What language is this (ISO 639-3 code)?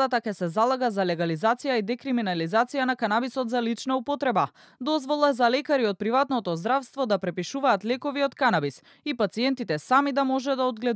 mkd